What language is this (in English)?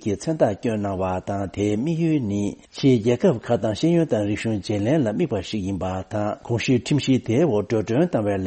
Tibetan